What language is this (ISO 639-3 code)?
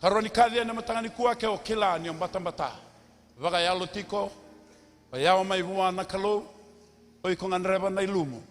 fij